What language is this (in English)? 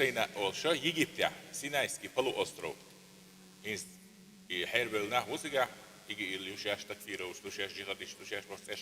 Chechen